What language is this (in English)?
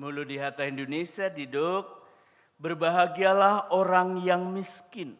Batak Toba